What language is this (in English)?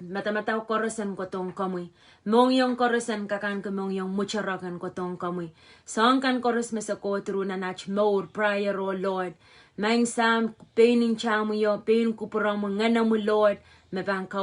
Pohnpeian